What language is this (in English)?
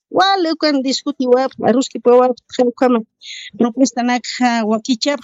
Aymara